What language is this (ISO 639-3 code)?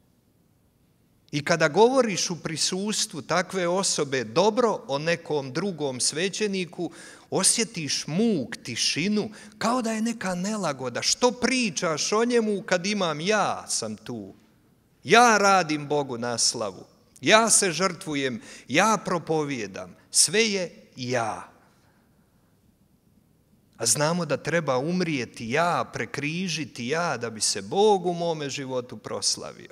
hrv